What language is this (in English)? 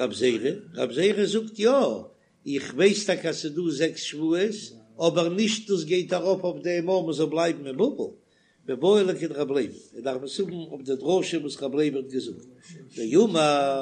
Yiddish